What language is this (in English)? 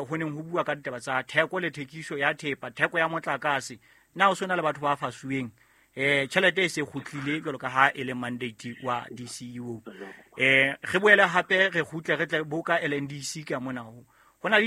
Southern Sotho